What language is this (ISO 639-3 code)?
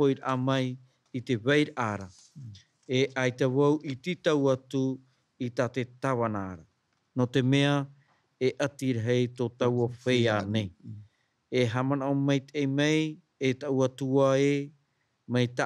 tah